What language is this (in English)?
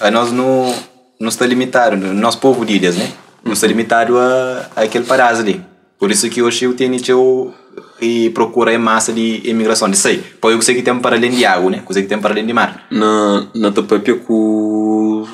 Kabuverdianu